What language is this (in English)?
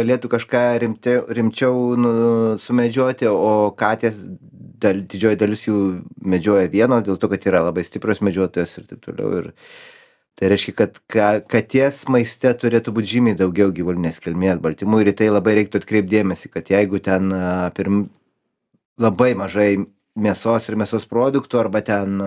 Lithuanian